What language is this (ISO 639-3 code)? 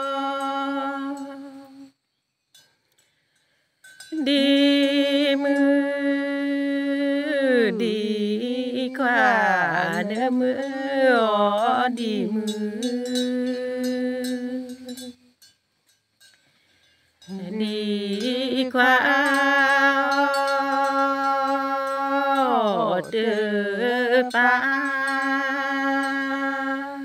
vie